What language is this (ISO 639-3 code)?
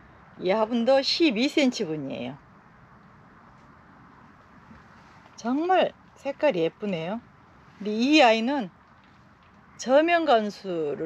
kor